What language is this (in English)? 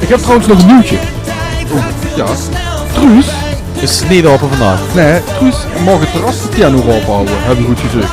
Limburgish